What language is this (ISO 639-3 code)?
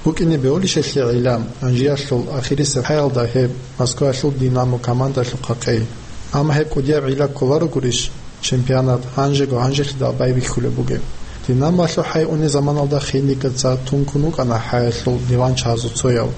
ava